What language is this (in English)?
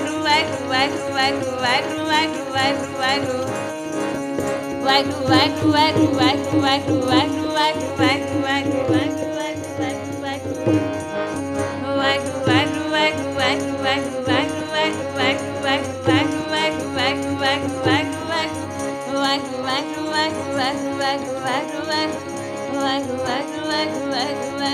Punjabi